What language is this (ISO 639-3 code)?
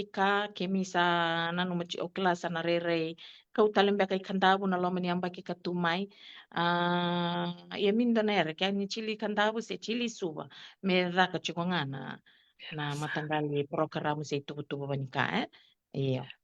fij